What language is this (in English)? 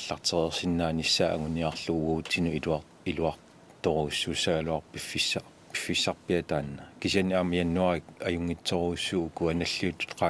Kalaallisut